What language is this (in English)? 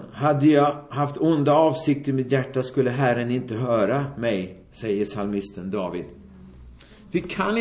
Swedish